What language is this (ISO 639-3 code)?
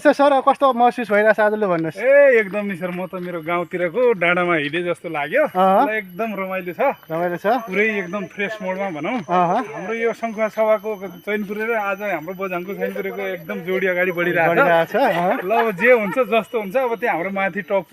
nep